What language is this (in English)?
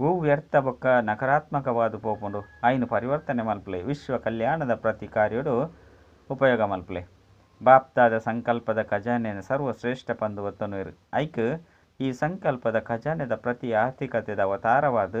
Tulu